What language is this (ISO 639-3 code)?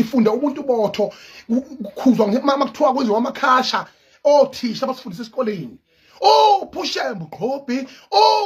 zul